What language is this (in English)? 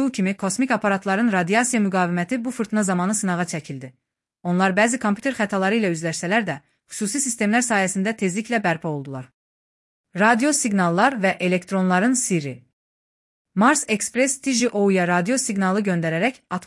Azerbaijani